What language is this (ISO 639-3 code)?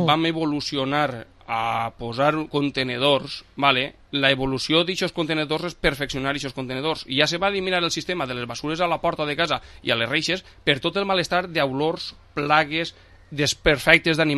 cat